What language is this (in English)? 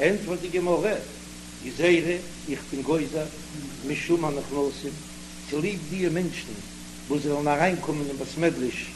Yiddish